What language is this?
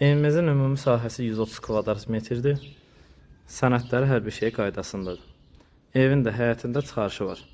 Azerbaijani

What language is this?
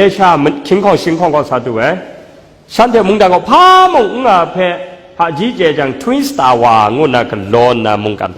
Kachin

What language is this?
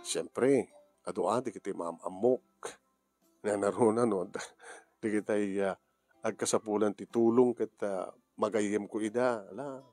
Iloko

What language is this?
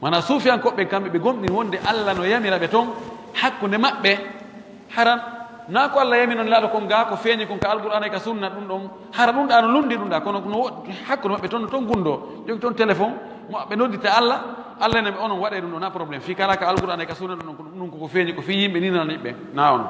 Fula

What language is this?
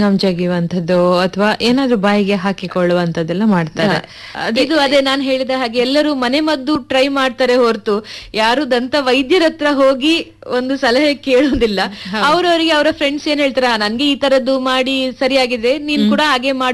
Kannada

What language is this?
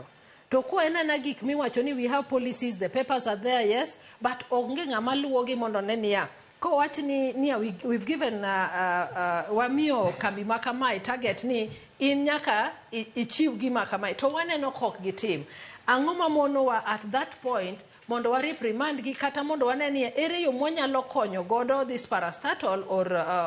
Luo (Kenya and Tanzania)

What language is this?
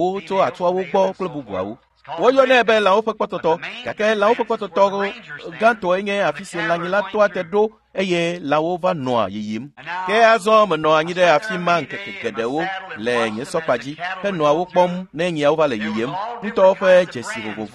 Ewe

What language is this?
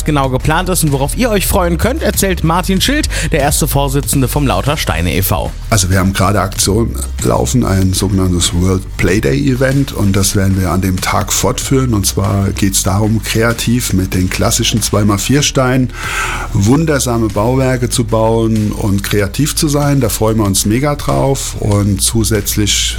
German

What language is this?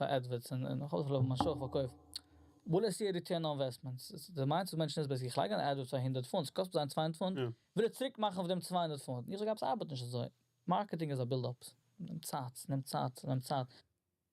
Yiddish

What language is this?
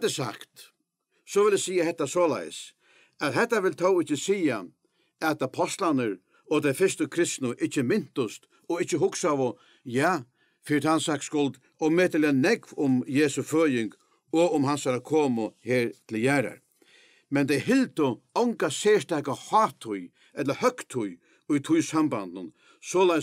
Faroese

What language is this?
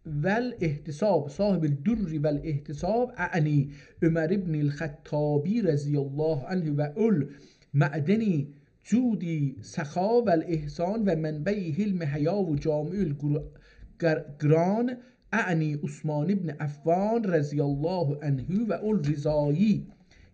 South Azerbaijani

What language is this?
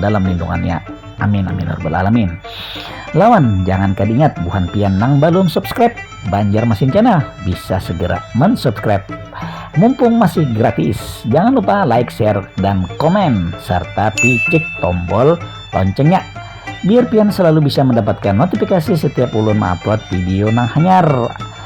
Banjar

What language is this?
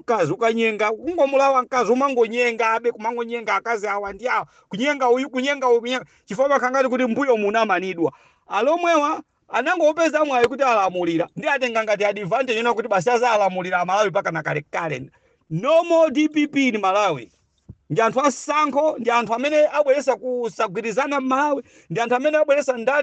Nyanja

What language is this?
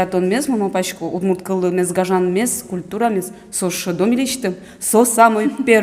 Udmurt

